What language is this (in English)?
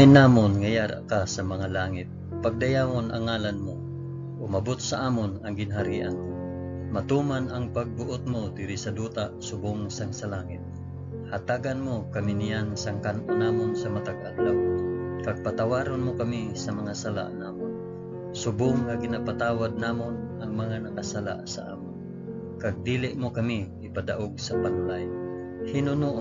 Hiligaynon